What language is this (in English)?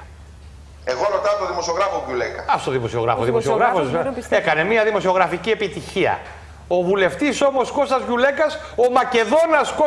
Greek